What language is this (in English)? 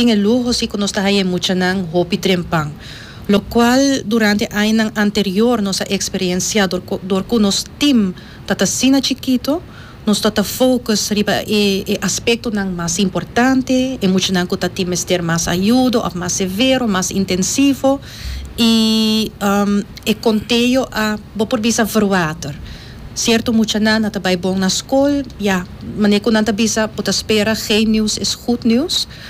Papiamento